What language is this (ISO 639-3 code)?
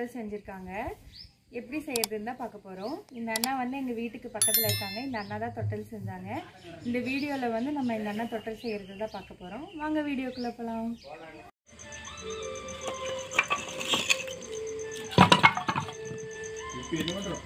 tam